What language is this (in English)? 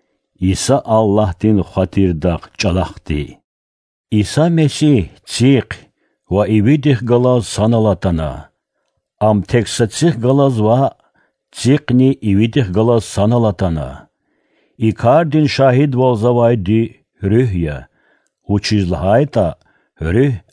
Lezghian